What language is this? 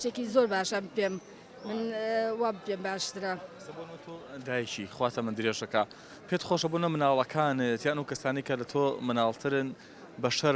Central Kurdish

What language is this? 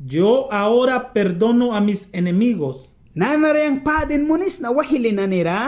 Mískito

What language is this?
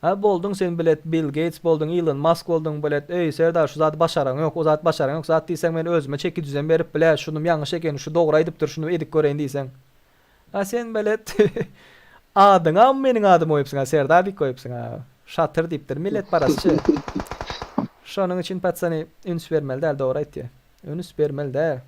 Turkmen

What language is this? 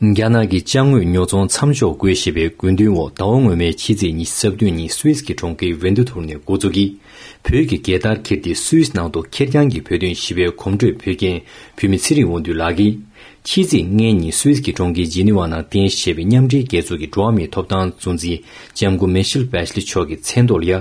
Tibetan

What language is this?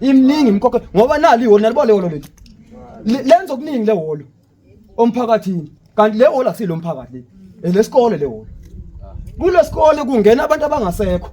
Zulu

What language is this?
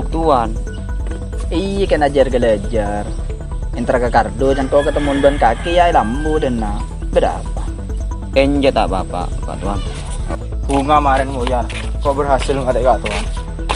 Madurese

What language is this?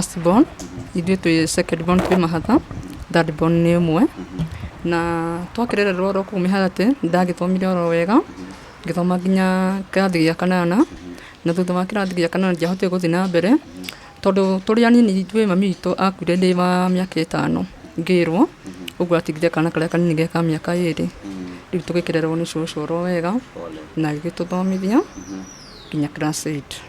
Kikuyu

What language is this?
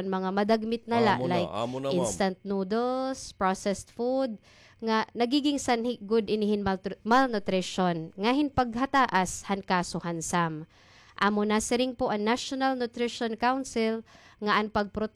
Waray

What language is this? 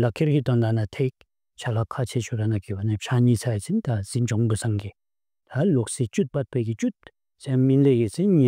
Bumthangkha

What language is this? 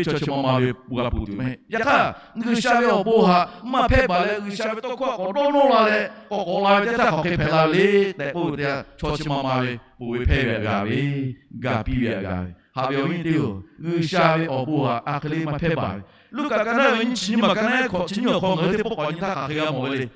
Lahu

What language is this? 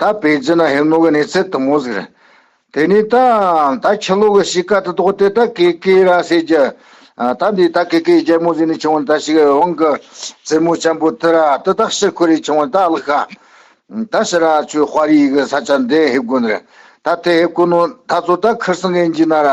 Tibetan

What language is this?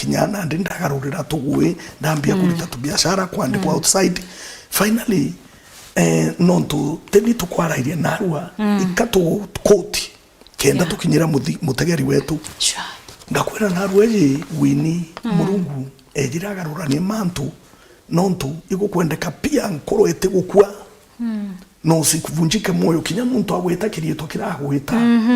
Meru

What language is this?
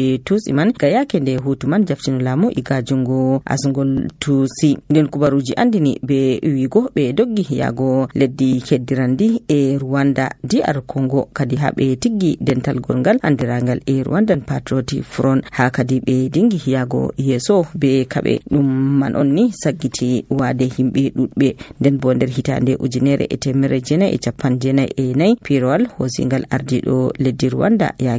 Nigerian Fulfulde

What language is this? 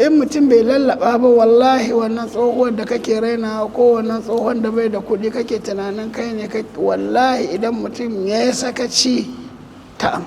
Hausa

